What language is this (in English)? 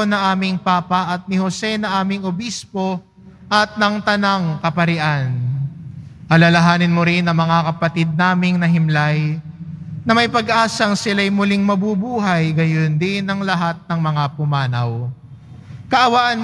Filipino